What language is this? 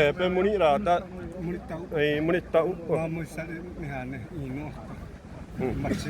Xavánte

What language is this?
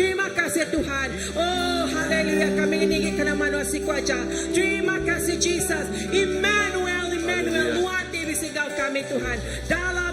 Iban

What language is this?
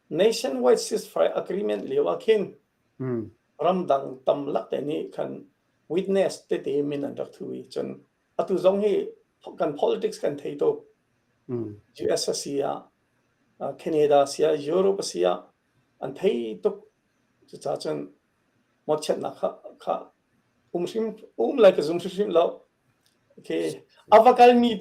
Hakha Chin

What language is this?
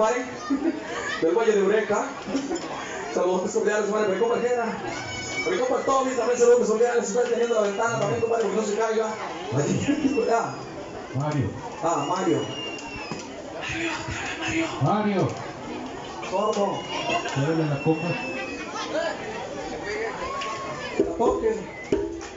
Spanish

